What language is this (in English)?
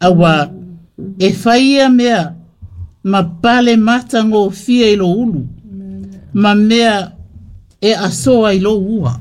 Samoan